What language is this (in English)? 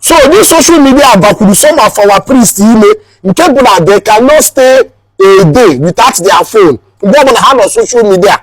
Igbo